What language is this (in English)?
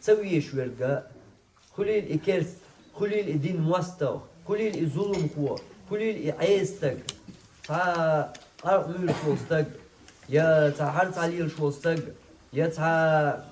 Chechen